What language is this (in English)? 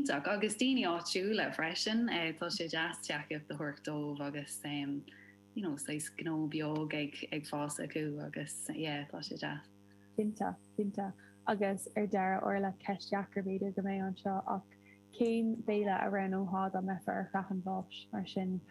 Irish